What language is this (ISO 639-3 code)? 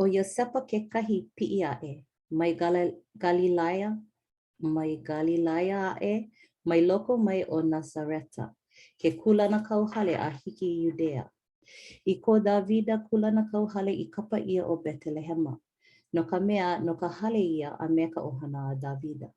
haw